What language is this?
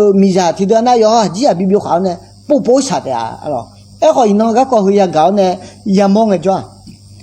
Akha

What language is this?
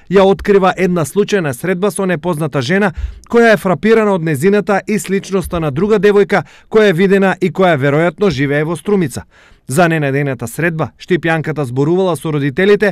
Macedonian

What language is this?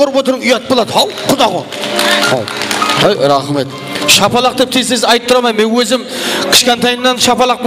Kara-Kalpak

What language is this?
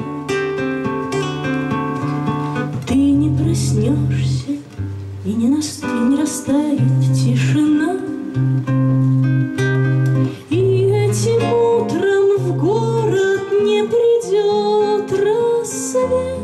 Russian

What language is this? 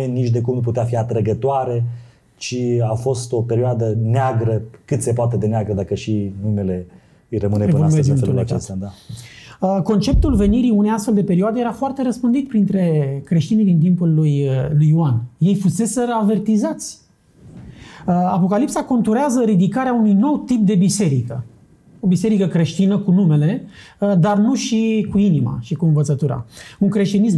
Romanian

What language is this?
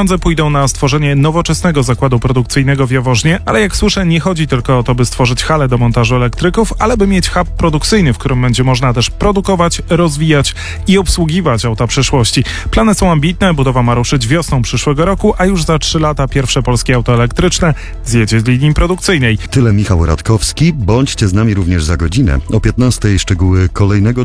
Polish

